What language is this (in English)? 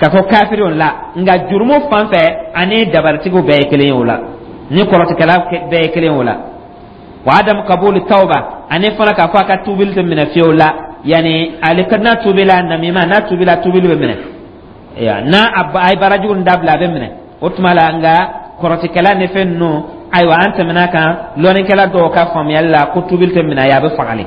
Dyula